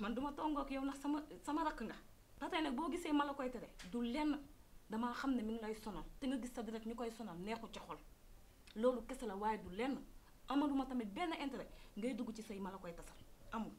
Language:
Wolof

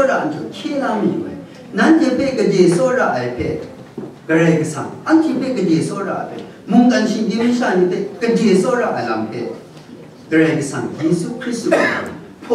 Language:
Kachin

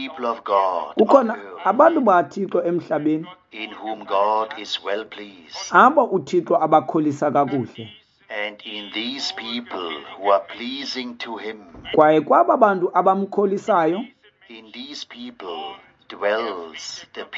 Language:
Xhosa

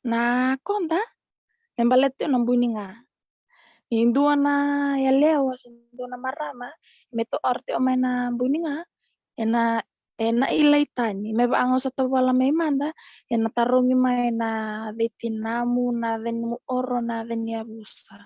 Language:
Fijian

